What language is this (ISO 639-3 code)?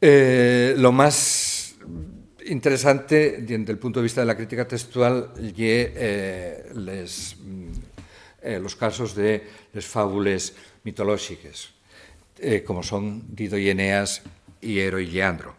ast